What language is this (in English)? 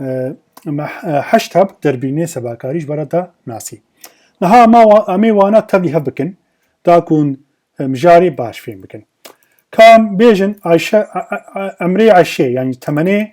Kurdish